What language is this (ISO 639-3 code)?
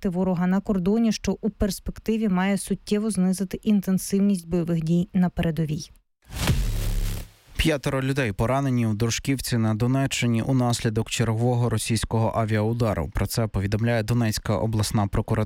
ukr